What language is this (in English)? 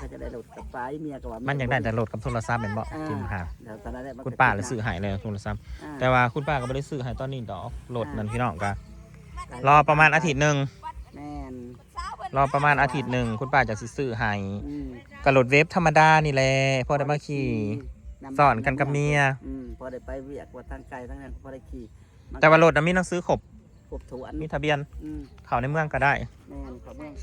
Northeastern Thai